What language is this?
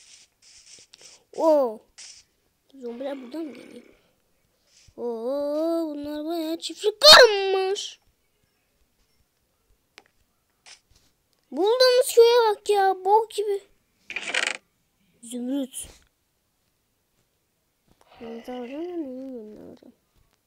Turkish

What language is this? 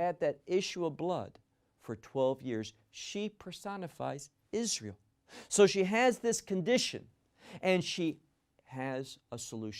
English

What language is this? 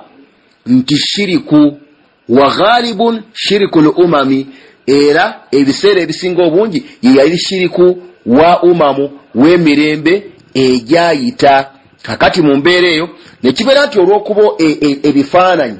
Ganda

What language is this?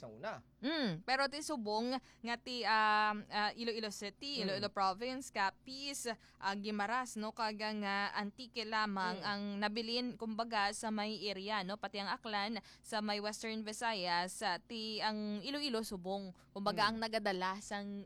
Hiligaynon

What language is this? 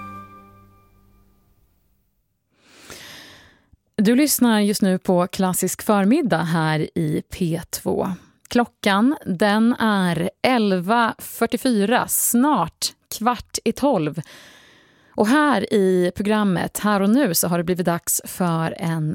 Swedish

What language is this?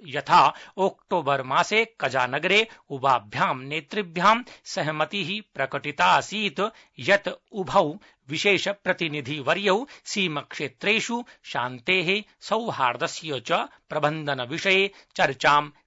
Sanskrit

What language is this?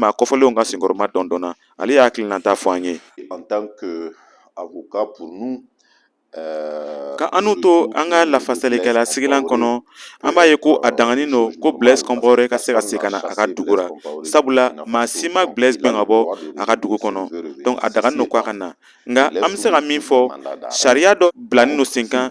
Bambara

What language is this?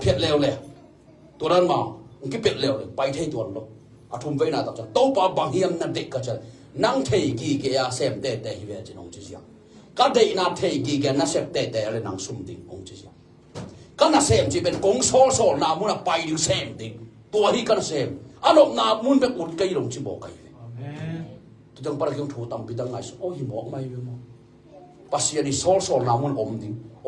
Tedim Chin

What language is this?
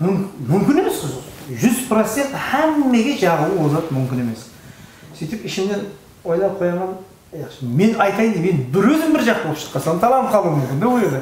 Kara-Kalpak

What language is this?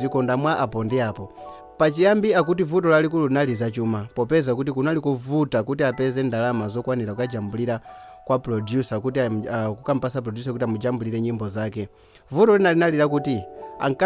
Nyanja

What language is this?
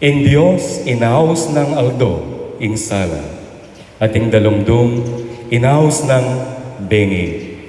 Pampanga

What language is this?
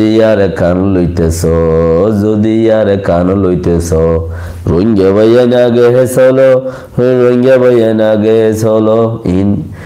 Rohingya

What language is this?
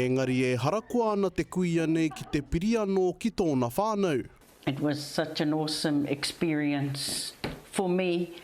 Māori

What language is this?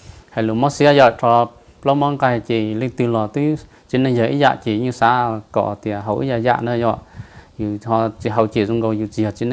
Hmong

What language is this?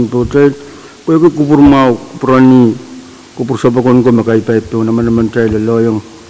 Pohnpeian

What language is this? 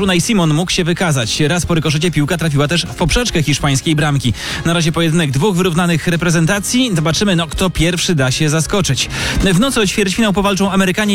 Polish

